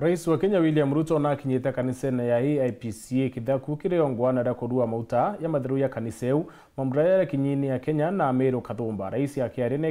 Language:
Meru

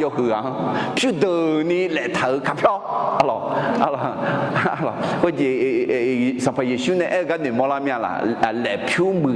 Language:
Akha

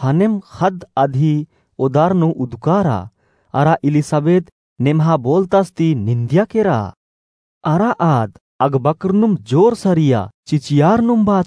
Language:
Kurukh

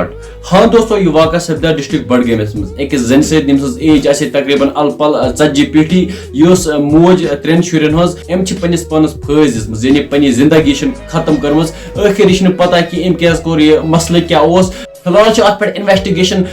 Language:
Kashmiri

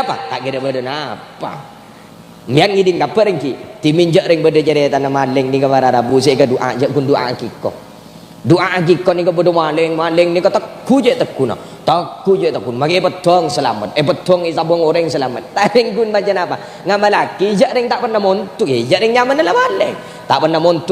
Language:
Madurese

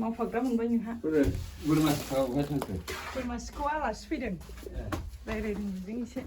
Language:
Bodo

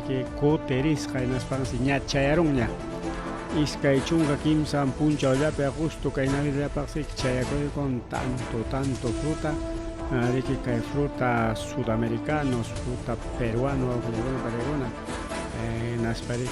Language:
Ayacucho Quechua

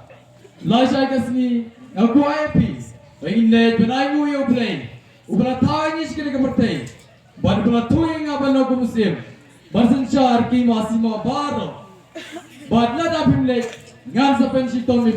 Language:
Khasi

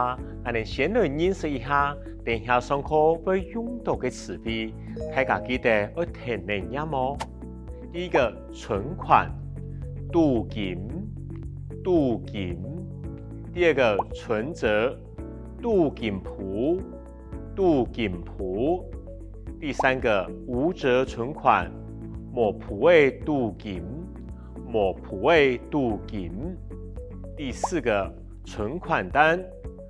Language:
Hakka Chinese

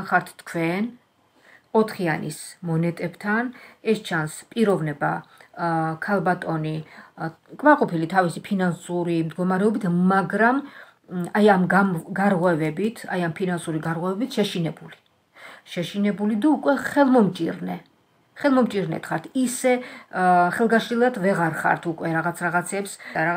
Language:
Georgian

